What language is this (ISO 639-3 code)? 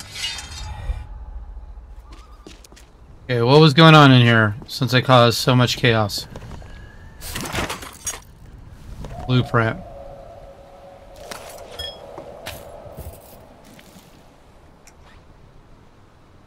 eng